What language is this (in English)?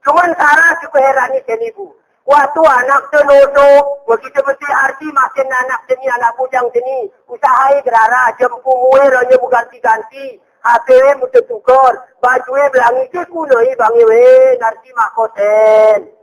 Gayo